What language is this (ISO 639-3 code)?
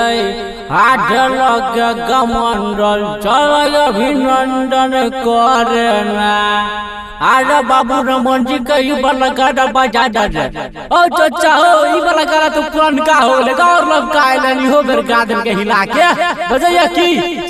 mai